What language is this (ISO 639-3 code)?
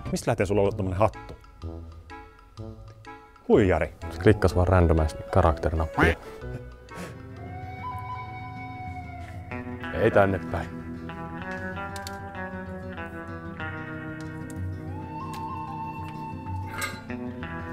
fin